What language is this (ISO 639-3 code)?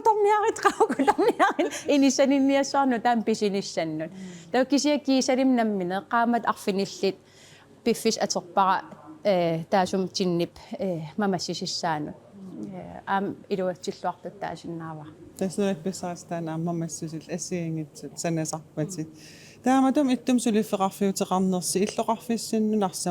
kal